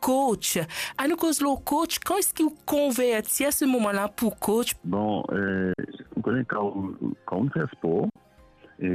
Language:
Morisyen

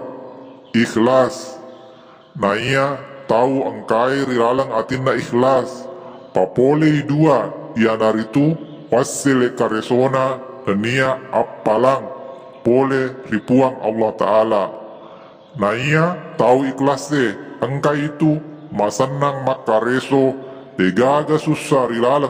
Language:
Buginese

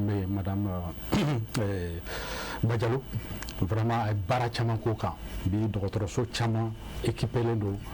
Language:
Bambara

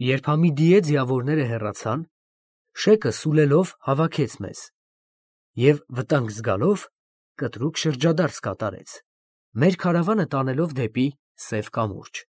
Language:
Armenian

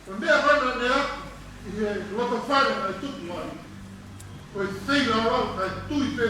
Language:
Tongan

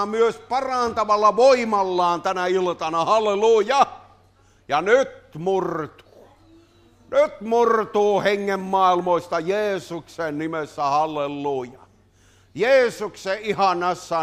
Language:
Finnish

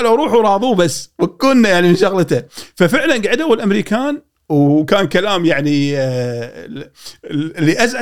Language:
Gulf Arabic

